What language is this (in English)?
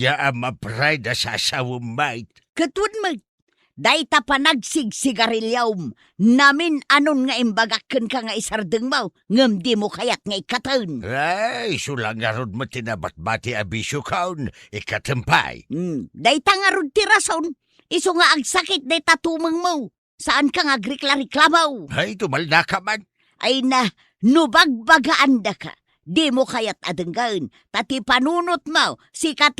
Iloko